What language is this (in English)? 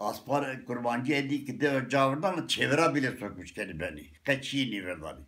Zaza